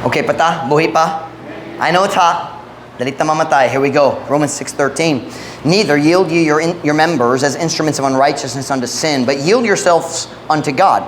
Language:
Cebuano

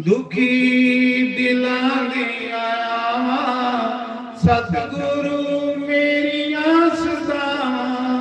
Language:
Dogri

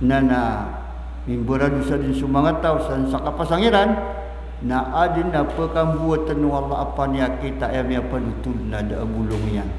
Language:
Maranao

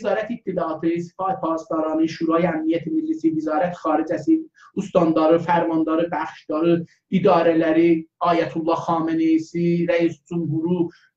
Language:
South Azerbaijani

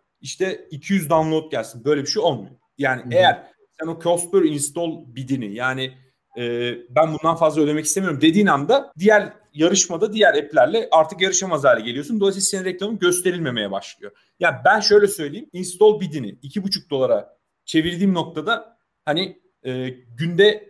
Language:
Turkish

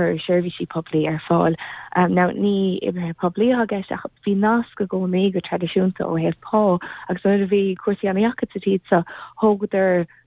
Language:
Irish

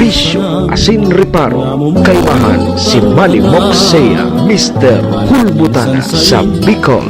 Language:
Bikol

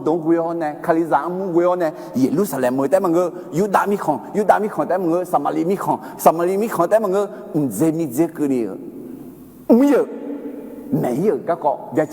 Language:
Akha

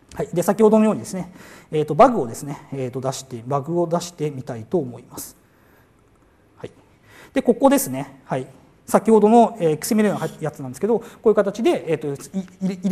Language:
Japanese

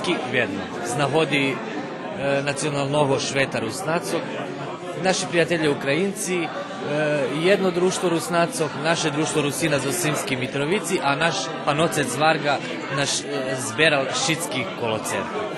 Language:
Rusyn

